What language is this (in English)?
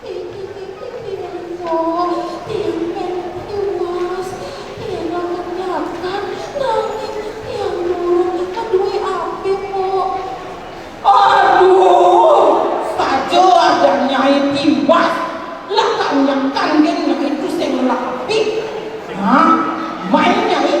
Balinese